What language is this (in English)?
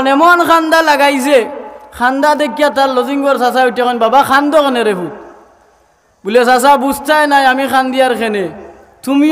Sylheti